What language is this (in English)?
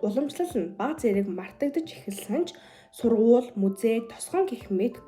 Mongolian